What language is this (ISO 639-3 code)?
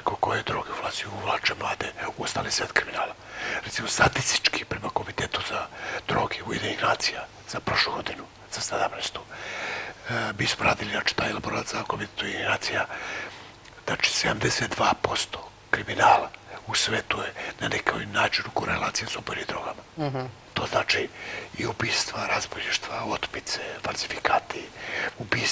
srp